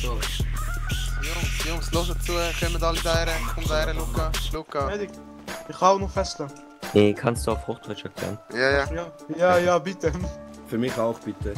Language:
Swiss German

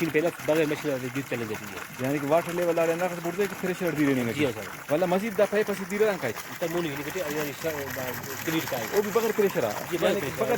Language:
Brahui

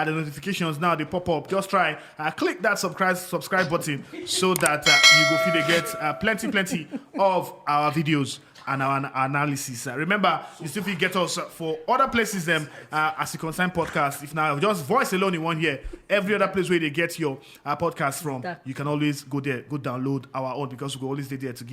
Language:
Nigerian Pidgin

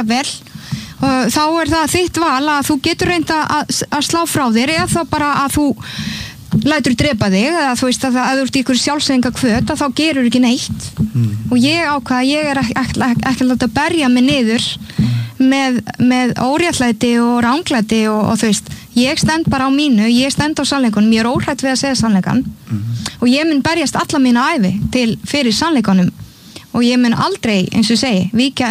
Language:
Icelandic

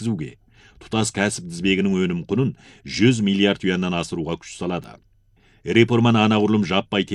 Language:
Kazakh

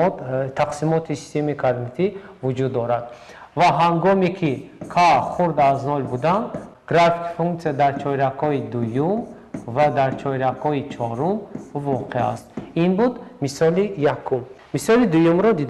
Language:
Tajik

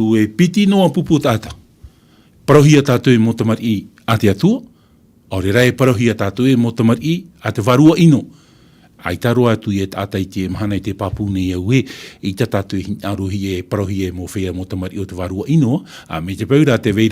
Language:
Tahitian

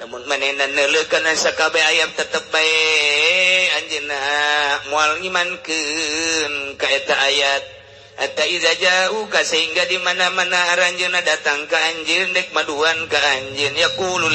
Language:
Sundanese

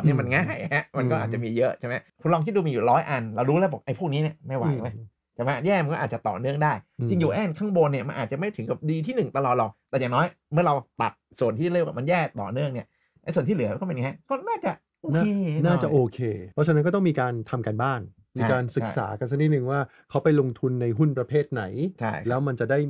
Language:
Thai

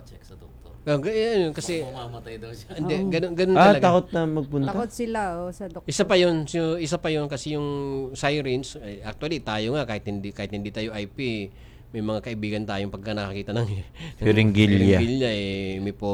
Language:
Filipino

